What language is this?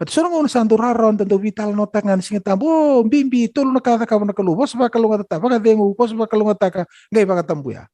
Fijian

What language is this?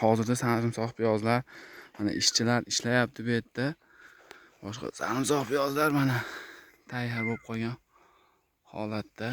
Uzbek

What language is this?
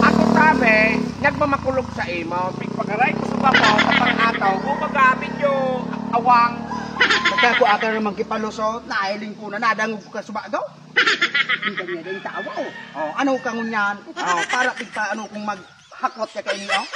Bikol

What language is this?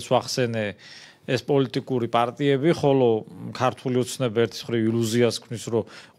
Georgian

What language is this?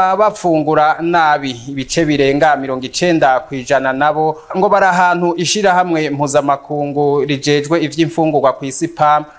Rundi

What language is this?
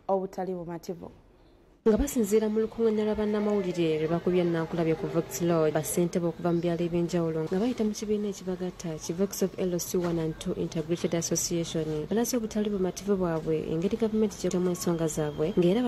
Ganda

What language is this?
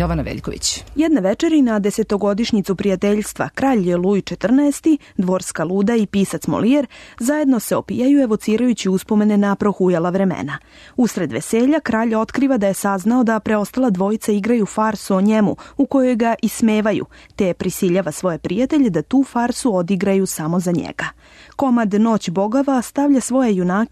Serbian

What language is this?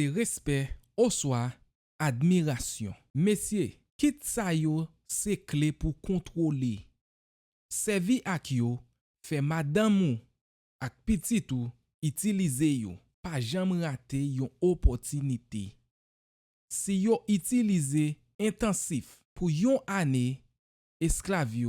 Haitian Creole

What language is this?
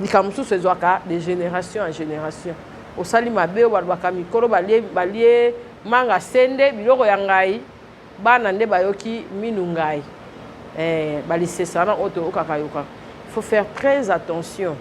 Lingala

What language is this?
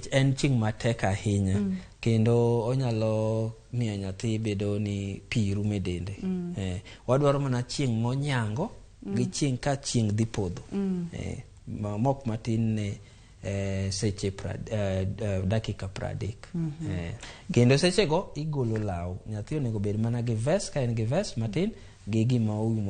Luo (Kenya and Tanzania)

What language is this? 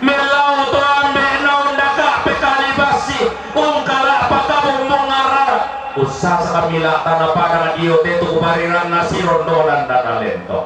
Toraja-Sa'dan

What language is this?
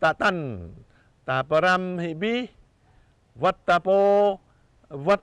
Jarai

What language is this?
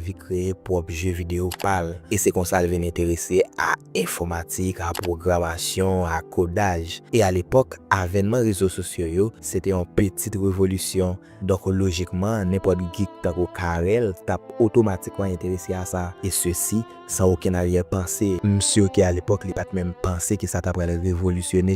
Haitian Creole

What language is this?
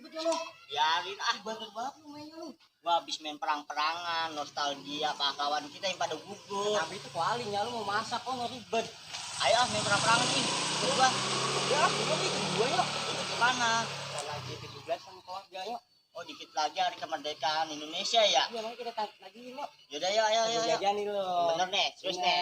Betawi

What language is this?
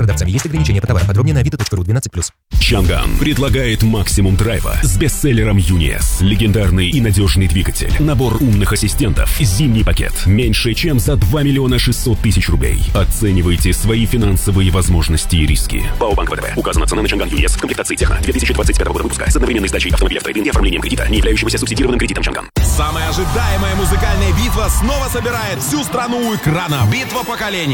Russian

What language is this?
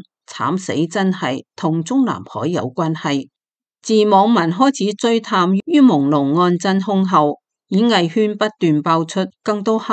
Cantonese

